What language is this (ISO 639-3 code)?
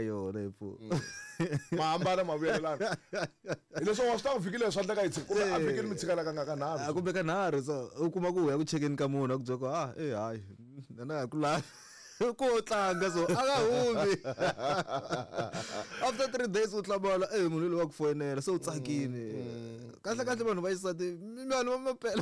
tso